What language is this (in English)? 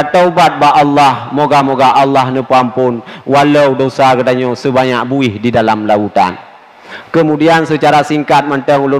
Achinese